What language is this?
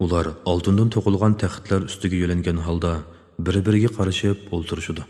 Uyghur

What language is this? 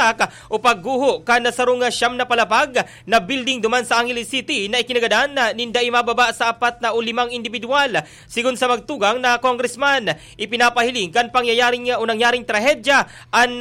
Bikol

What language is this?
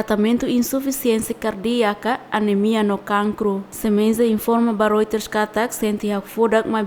Tetum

